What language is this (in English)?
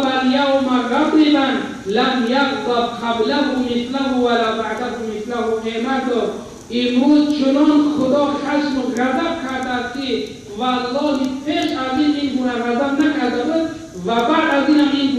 Tajik